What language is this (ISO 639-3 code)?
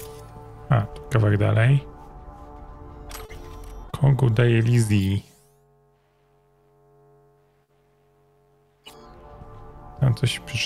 pol